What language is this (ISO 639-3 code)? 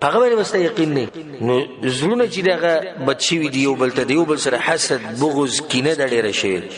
pus